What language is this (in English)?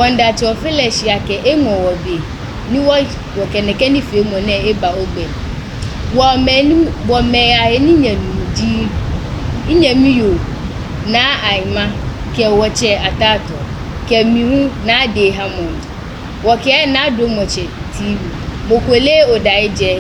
Ga